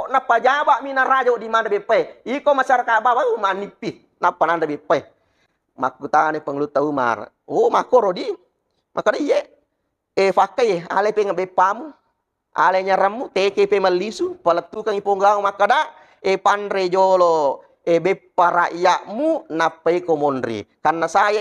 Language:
Buginese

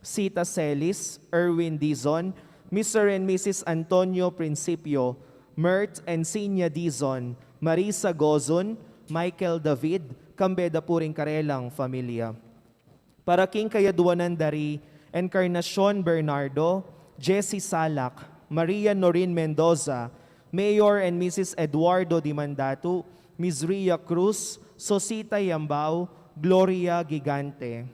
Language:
Pampanga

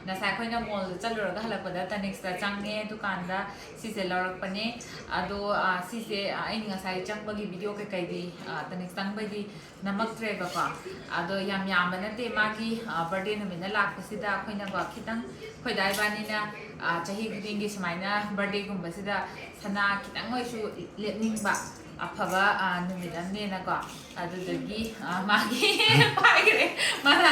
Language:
Manipuri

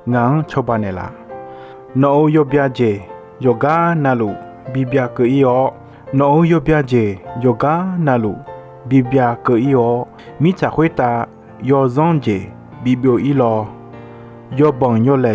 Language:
Akha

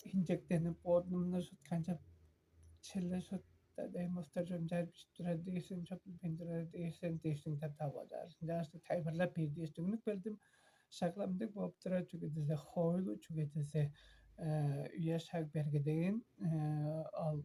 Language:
Tuvinian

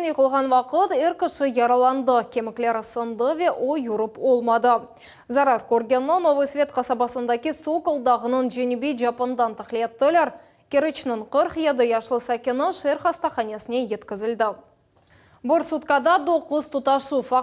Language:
Crimean Tatar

